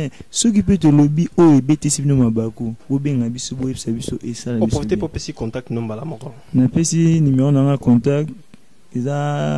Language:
Lingala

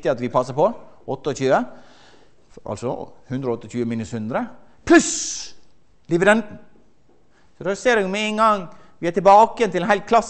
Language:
Norwegian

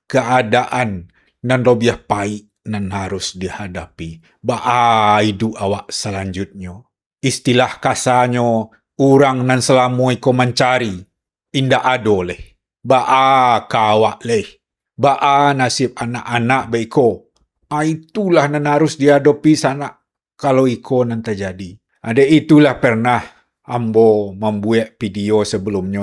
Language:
Minangkabau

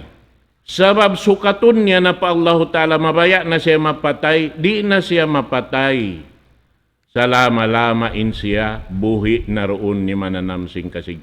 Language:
Tausug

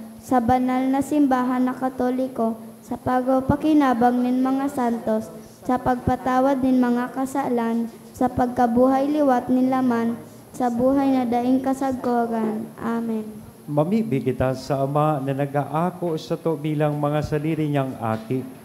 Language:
Bikol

